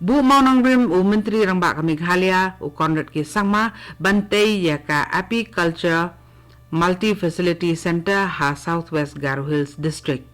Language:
Khasi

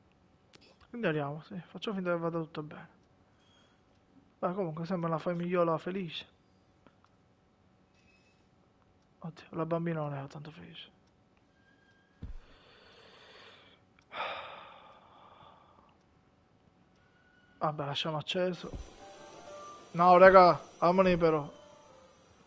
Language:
Italian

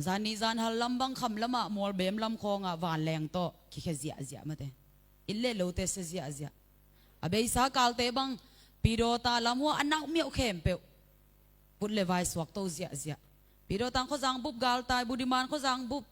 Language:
Tedim Chin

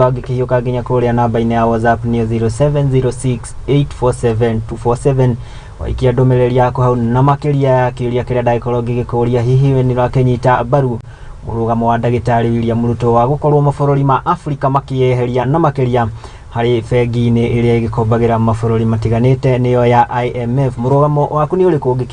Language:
Kikuyu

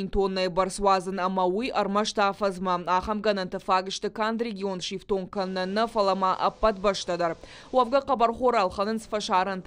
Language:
Ossetic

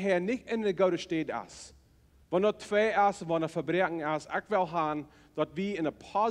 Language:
Plautdietsch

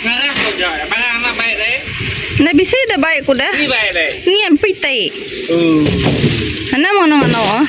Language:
Iban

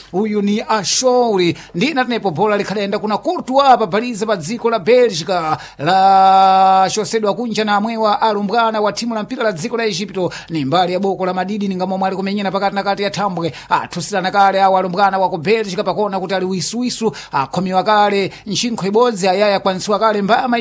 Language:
Sena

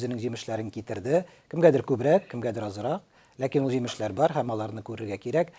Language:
Tatar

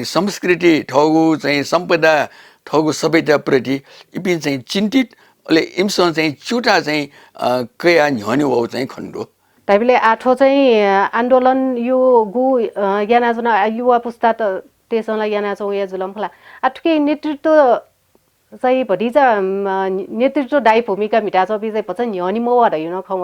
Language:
Newari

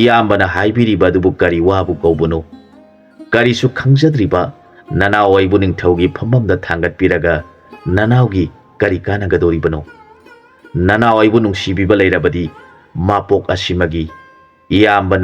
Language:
Manipuri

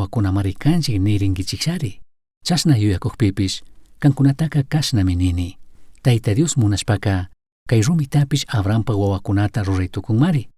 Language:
Chimborazo Highland Quichua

